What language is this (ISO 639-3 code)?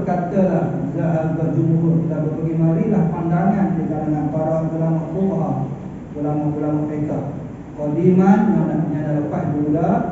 msa